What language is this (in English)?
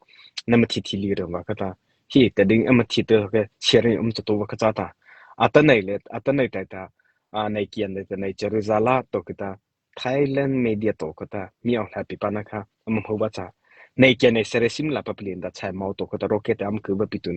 Mara Chin